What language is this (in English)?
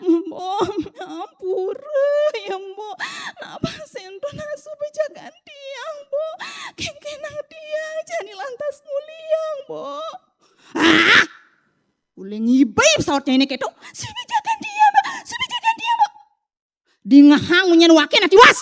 Balinese